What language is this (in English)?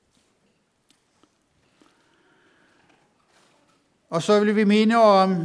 Danish